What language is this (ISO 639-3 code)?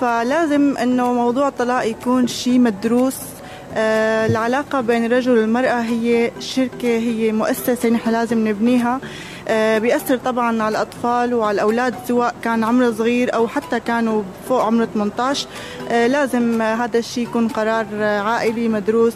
acm